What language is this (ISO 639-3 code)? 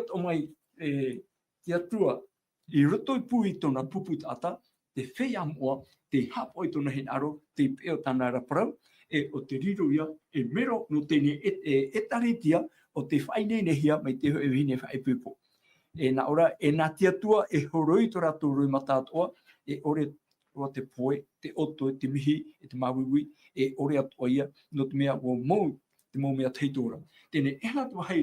tah